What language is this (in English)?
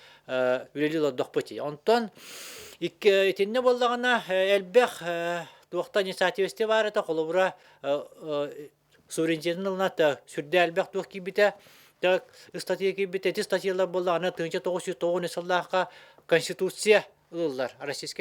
Yakut